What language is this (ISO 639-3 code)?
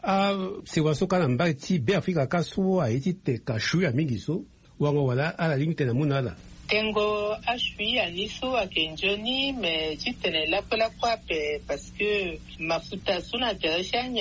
sag